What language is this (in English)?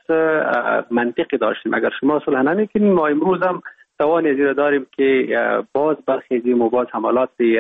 Persian